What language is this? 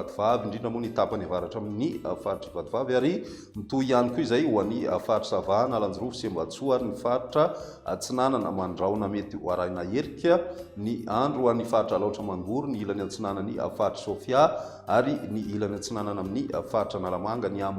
Malagasy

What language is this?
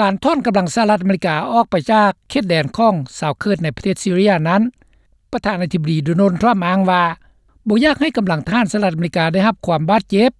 Lao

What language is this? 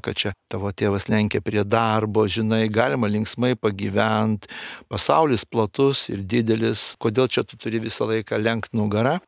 Lithuanian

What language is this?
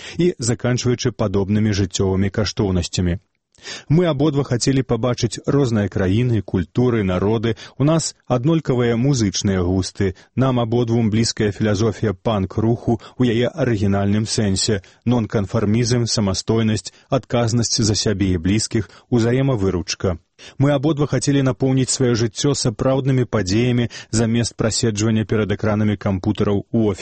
Belarusian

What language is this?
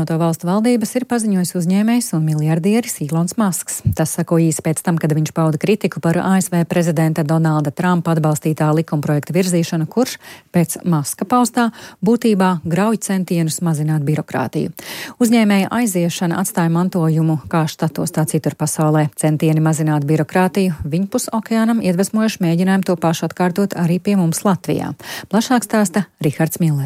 Latvian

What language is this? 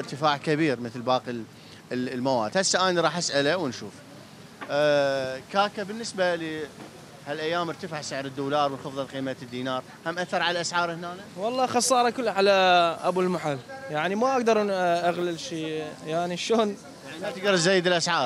Mesopotamian Arabic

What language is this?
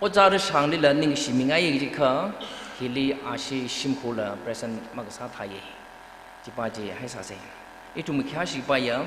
Tangkhul Naga (India)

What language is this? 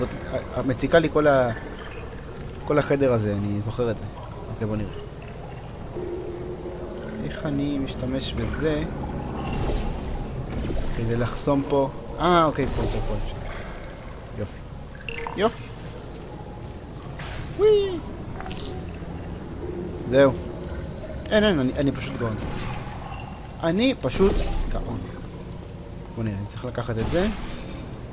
Hebrew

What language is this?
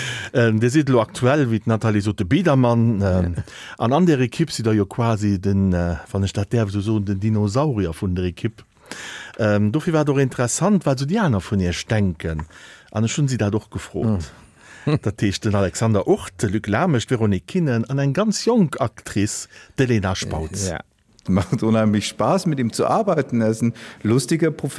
Luxembourgish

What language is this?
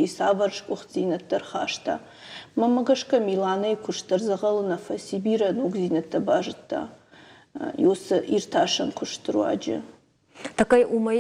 Ossetic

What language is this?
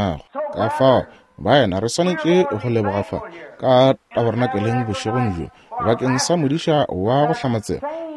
Northern Sotho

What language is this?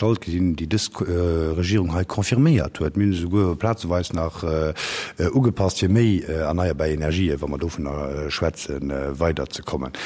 Luxembourgish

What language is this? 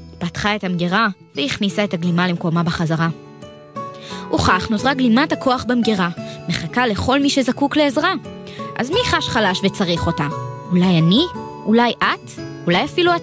Hebrew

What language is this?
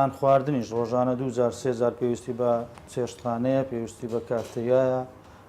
Central Kurdish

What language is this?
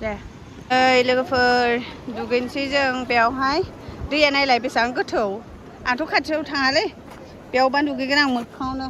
Bodo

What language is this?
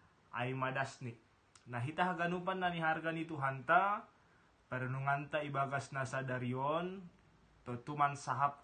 Batak Simalungun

